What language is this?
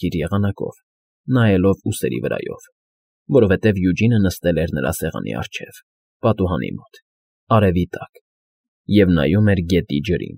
Armenian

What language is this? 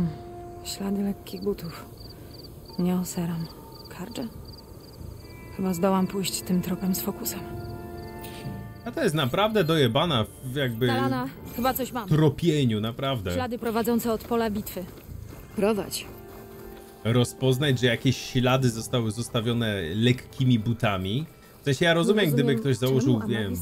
Polish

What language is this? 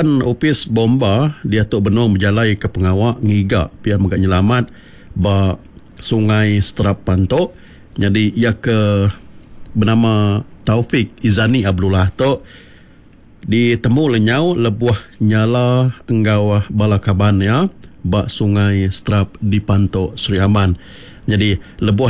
Iban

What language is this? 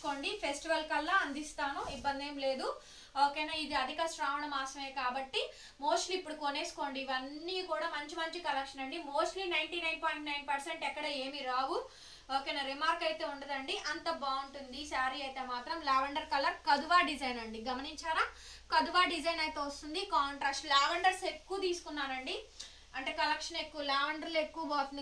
Telugu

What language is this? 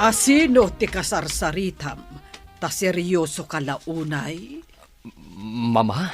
Iloko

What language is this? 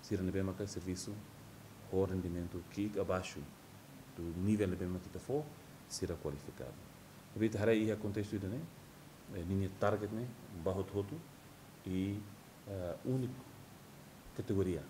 Tetum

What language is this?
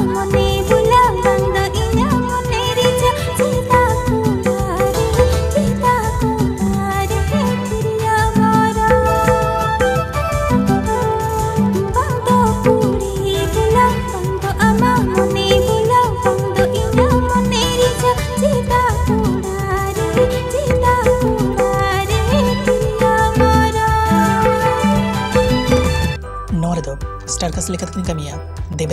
Santali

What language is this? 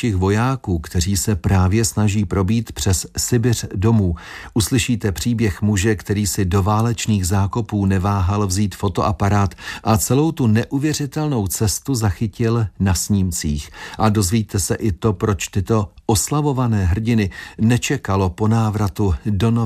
Czech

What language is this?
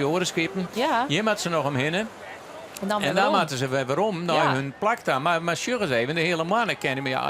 Western Frisian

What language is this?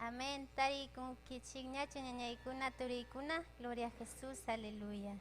Ayacucho Quechua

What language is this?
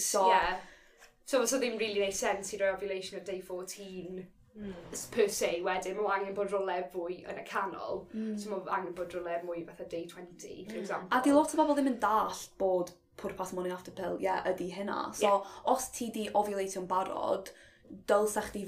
Welsh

